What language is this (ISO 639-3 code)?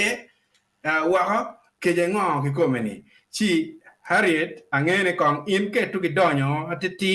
ach